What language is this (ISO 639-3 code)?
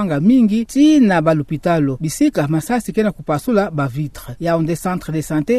ktu